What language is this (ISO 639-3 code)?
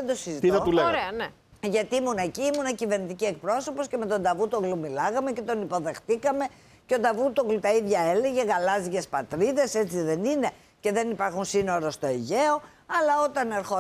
ell